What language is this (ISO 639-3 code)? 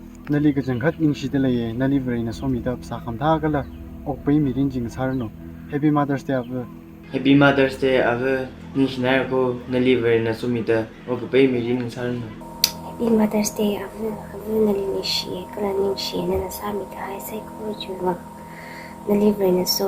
nmf